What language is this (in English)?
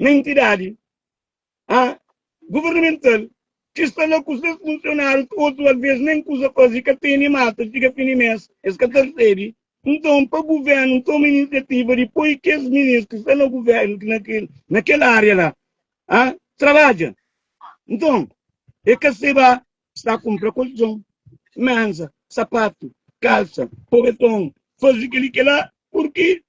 Kabuverdianu